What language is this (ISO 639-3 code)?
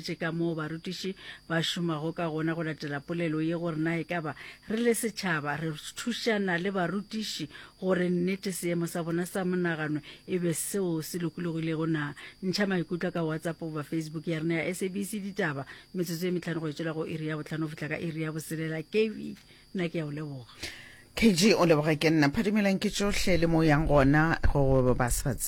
nso